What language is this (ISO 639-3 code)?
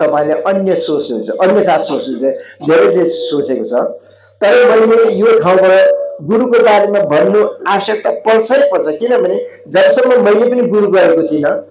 nep